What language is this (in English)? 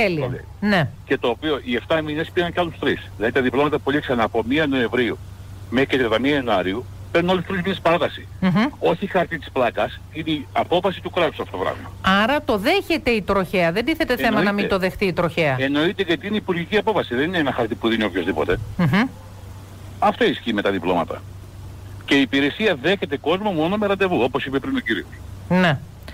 Greek